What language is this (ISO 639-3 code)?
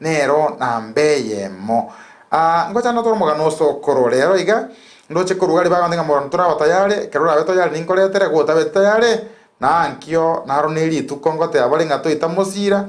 guz